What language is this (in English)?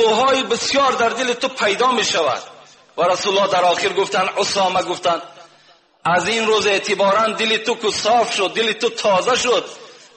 Tajik